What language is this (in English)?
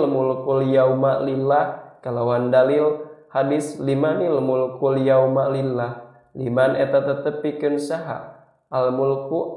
Sundanese